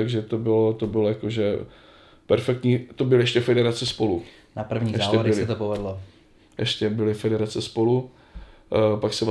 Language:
Czech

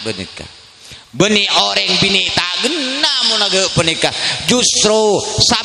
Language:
Madurese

